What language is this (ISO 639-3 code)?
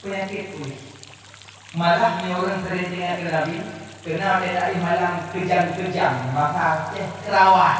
ace